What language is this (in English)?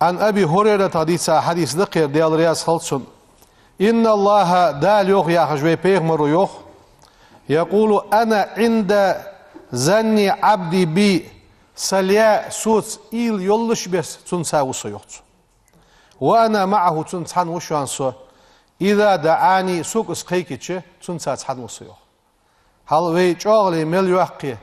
Ingush